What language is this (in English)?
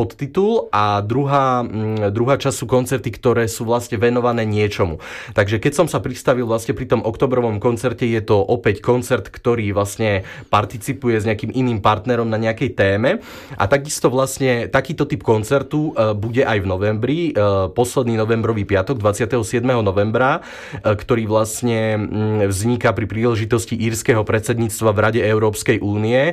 Slovak